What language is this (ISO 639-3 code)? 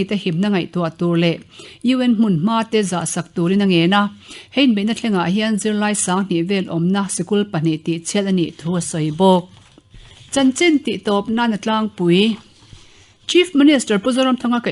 lus